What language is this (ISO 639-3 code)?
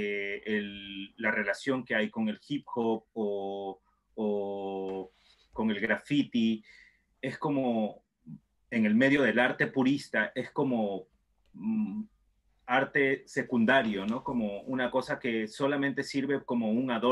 spa